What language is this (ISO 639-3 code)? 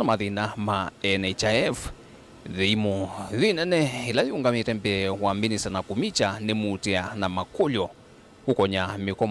kam